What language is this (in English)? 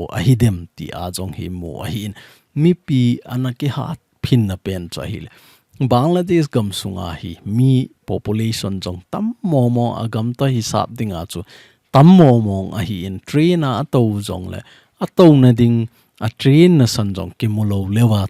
Thado Chin